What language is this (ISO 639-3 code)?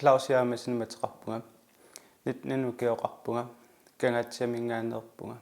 kal